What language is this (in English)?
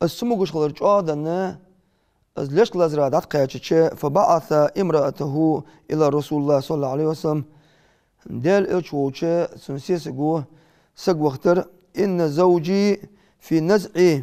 Ingush